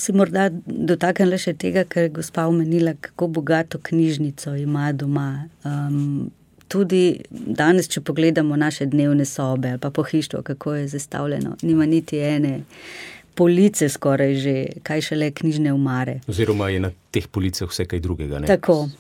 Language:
Slovenian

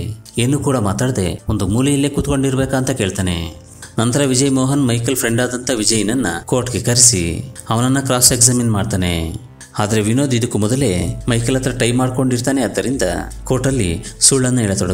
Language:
Kannada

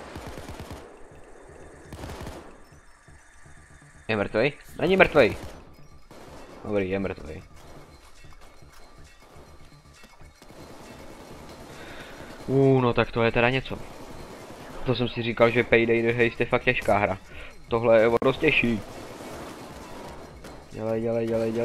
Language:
Czech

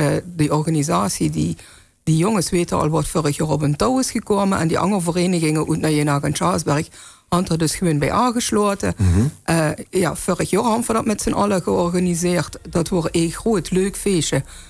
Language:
Limburgish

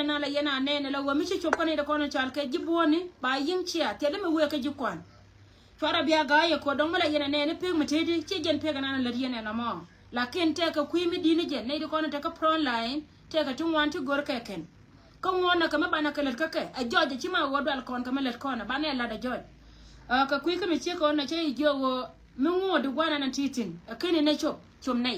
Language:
Nuer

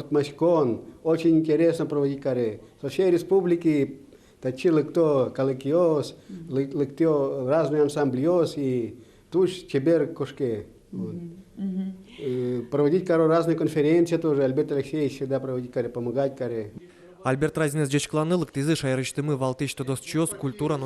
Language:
Udmurt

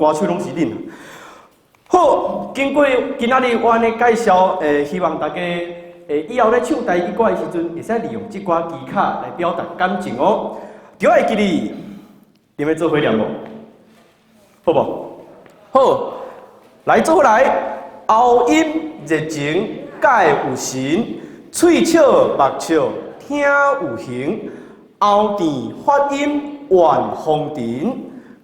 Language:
Min Nan Chinese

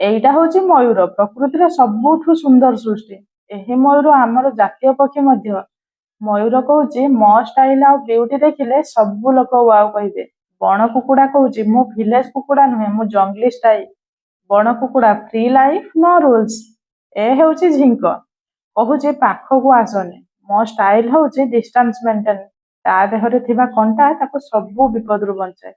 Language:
Odia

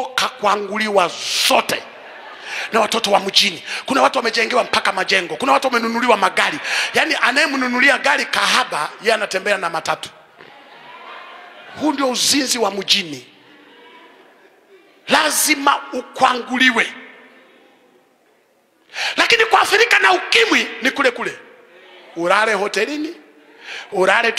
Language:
Swahili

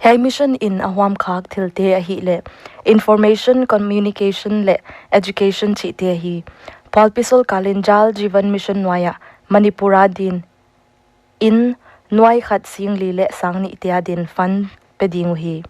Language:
Paite Chin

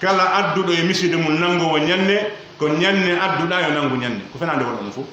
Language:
Pular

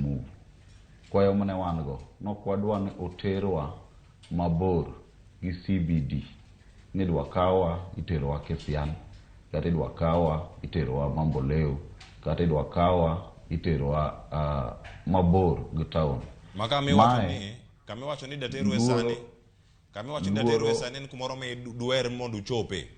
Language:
Luo (Kenya and Tanzania)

